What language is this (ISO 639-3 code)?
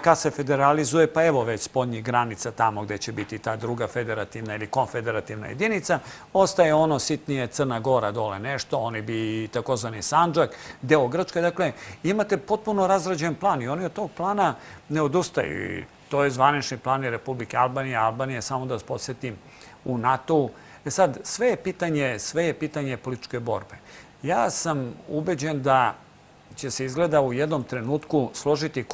srp